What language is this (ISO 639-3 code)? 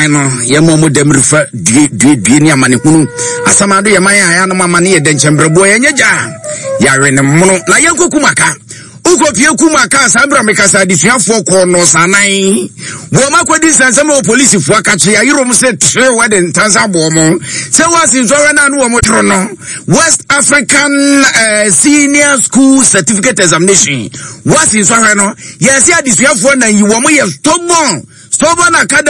aka